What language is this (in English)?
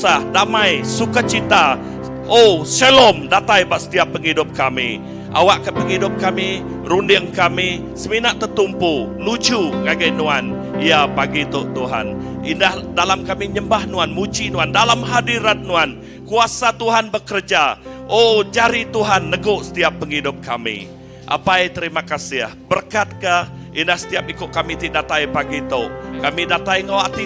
Iban